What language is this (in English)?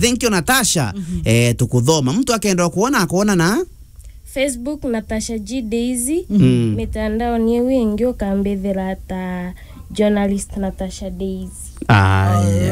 Meru